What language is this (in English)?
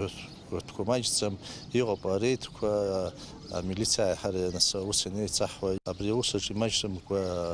Abkhazian